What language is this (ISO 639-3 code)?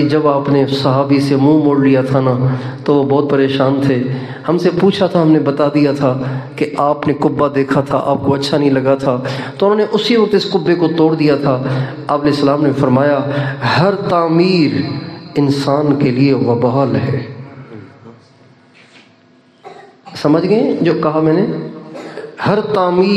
urd